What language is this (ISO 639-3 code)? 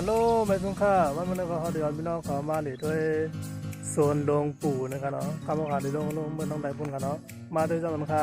shn